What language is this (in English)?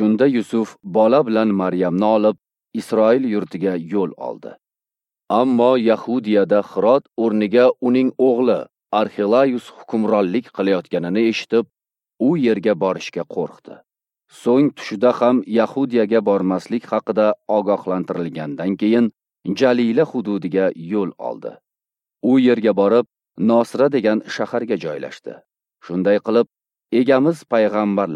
Uzbek